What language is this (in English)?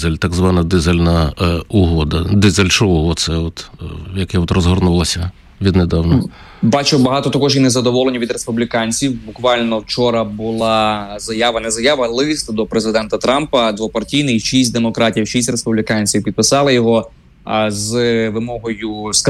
Ukrainian